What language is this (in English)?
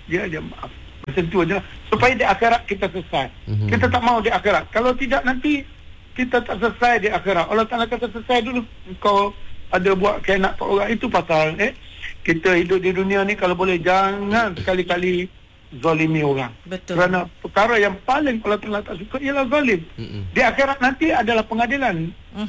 Malay